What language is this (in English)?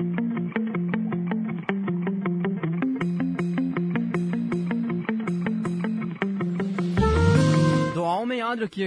Hindi